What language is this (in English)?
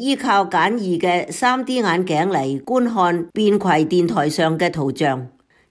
Cantonese